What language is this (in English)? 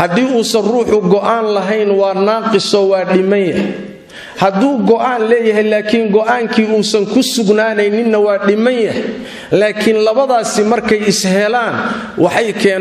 Somali